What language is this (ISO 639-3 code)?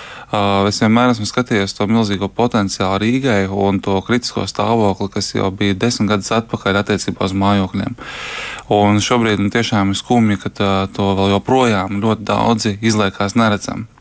lav